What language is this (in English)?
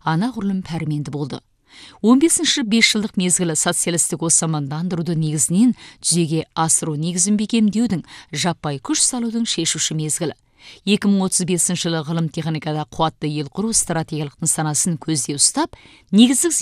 Kazakh